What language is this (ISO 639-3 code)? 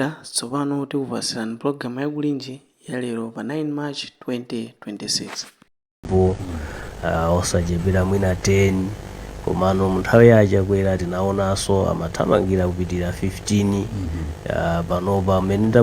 nya